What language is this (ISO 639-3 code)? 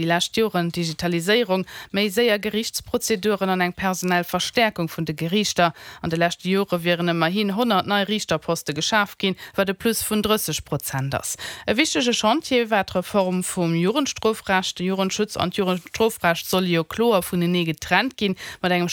ltz